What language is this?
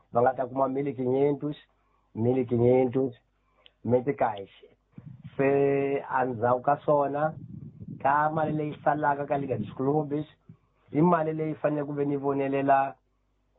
Tsonga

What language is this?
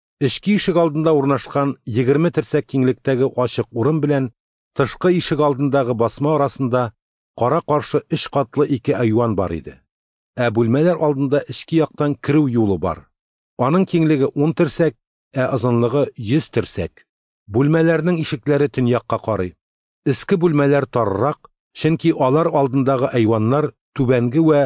Tatar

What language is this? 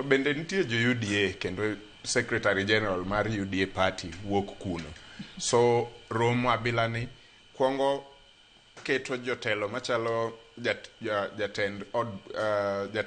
Luo (Kenya and Tanzania)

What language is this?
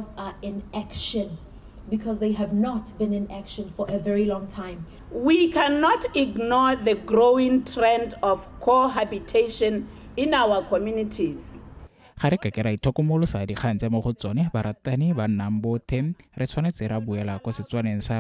Tswana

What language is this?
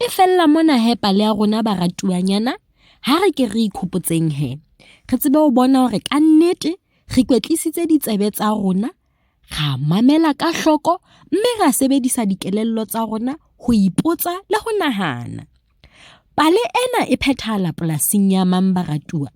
Southern Sotho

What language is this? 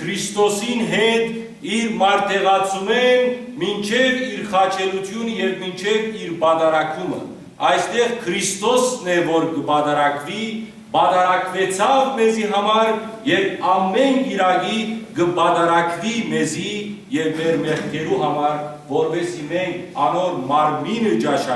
Western Armenian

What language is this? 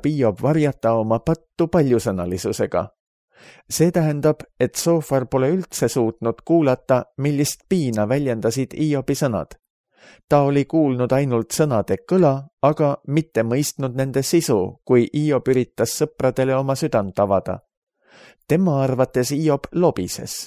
Estonian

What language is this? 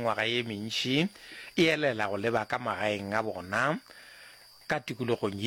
Northern Sotho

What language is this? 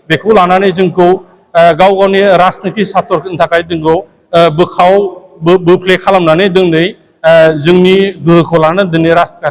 Bodo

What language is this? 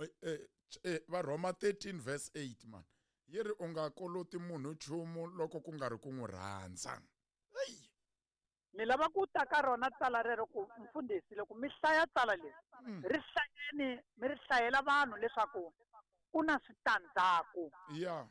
Tsonga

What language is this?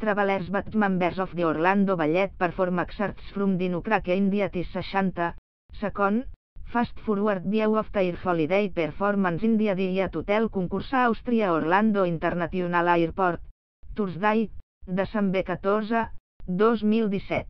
English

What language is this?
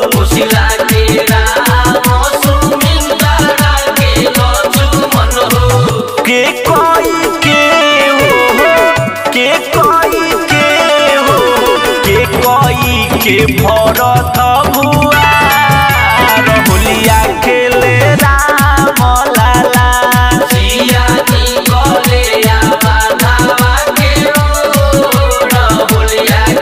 Bhojpuri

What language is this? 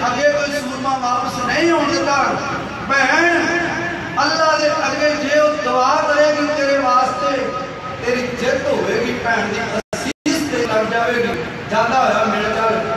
Punjabi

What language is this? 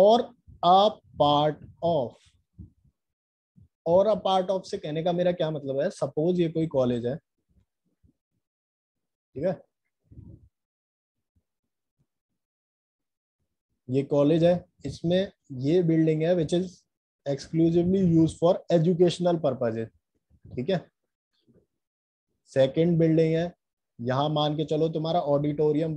Hindi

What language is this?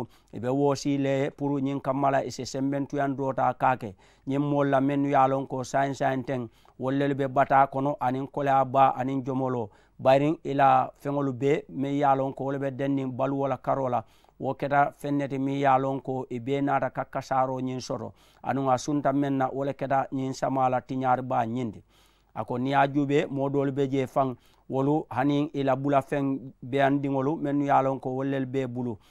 Mandingo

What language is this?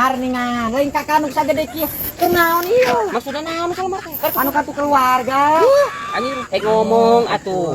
Sundanese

